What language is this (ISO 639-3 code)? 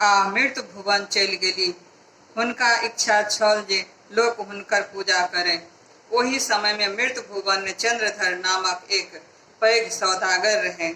mai